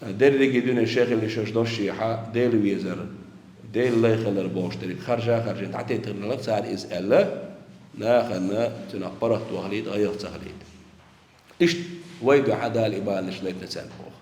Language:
Chechen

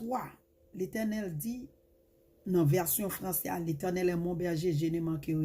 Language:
Haitian Creole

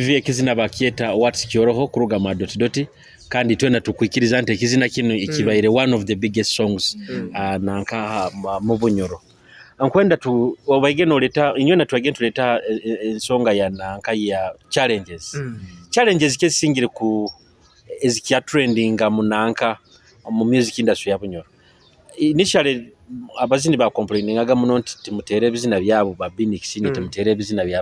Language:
Nyoro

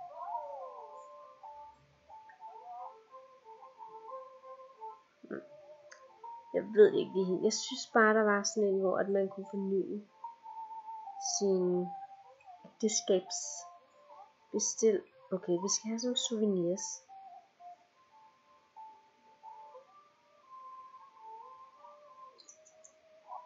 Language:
Danish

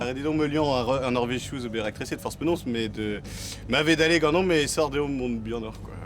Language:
Breton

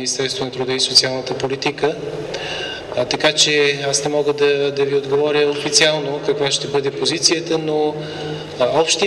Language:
Bulgarian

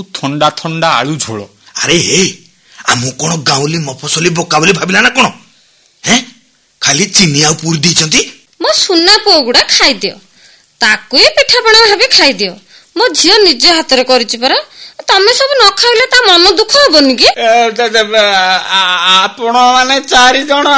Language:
Odia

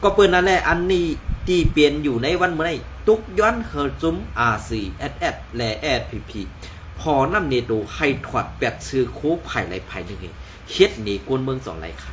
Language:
Shan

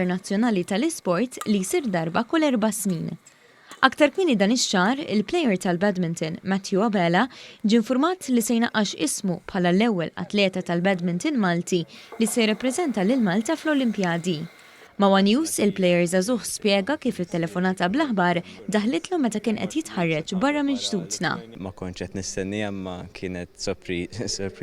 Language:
Maltese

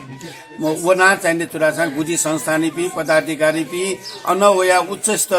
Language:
Newari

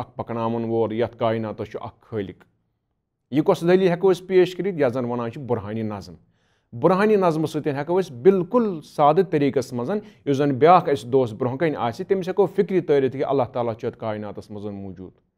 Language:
Kashmiri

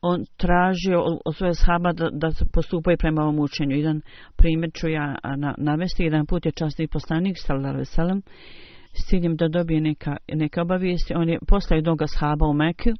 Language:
Bosnian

